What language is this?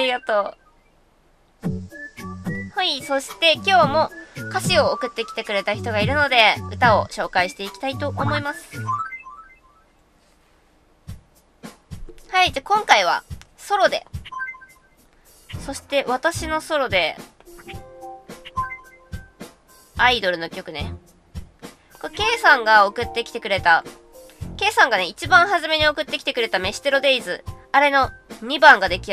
Japanese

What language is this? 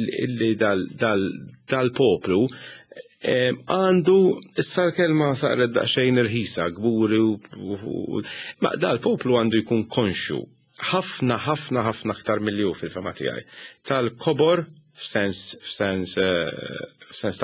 Maltese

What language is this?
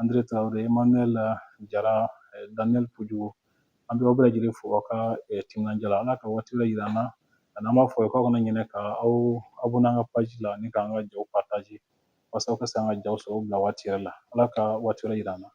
Bambara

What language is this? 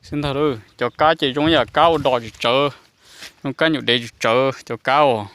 Hmong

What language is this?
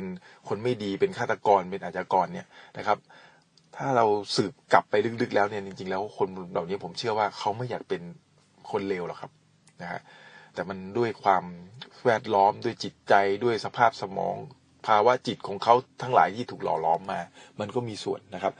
Thai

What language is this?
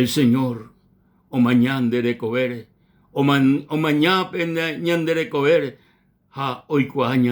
Guarani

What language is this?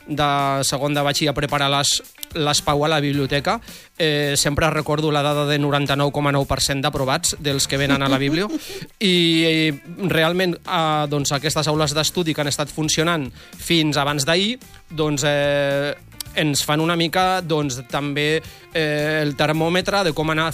Catalan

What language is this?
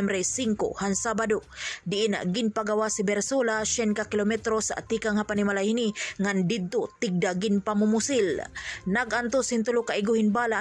Waray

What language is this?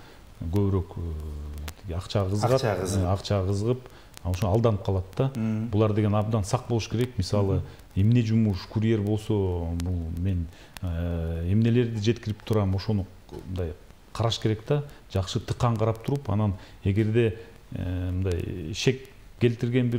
Kyrgyz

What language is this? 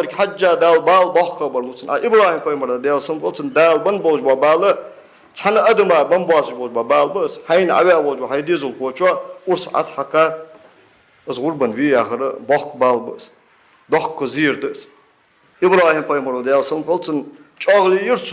Ingush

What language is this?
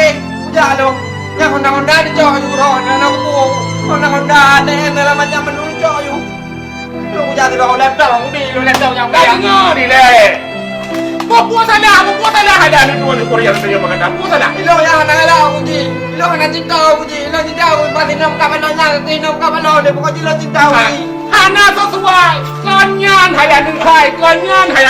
Achinese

